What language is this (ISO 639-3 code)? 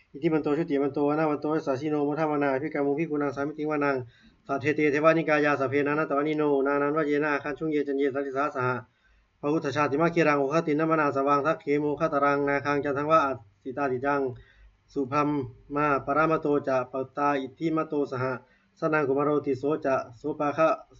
pli